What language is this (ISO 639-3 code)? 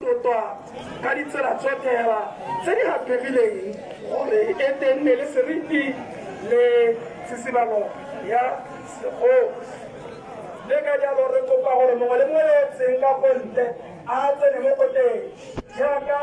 tsn